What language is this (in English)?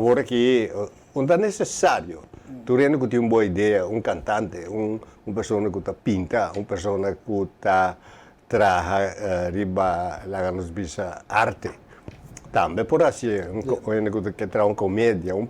Papiamento